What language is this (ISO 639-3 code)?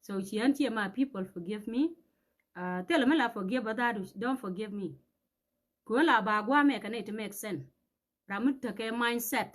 nus